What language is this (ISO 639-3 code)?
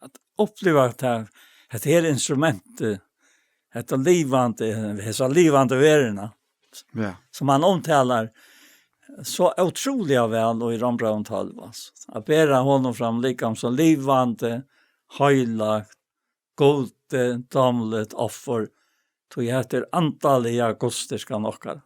fao